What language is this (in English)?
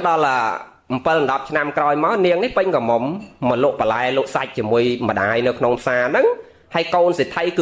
Khmer